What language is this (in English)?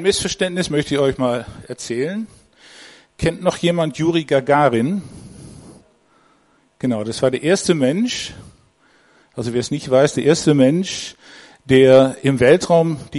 German